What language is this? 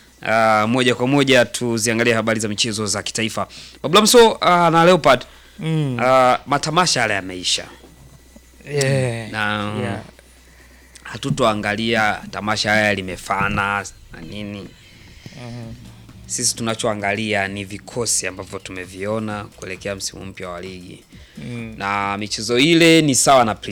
Swahili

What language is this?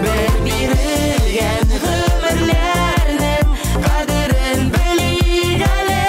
Tatar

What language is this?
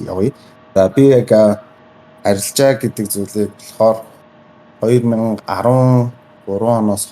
Mongolian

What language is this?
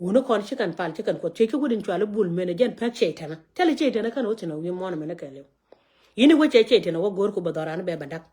Nuer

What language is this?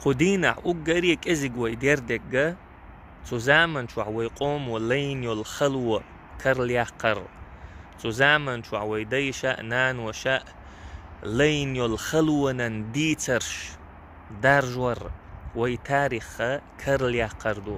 Chechen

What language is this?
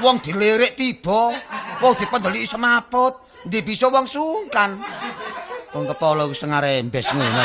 Javanese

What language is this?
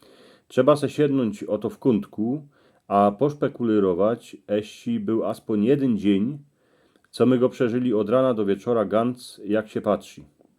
Silesian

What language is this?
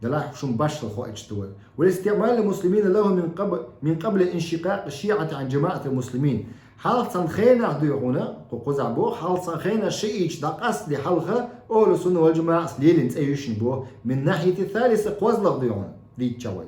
Chechen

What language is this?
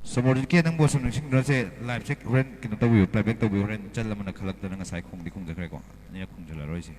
Manipuri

